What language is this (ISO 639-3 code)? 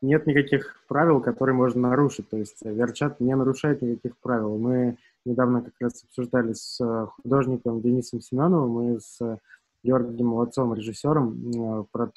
rus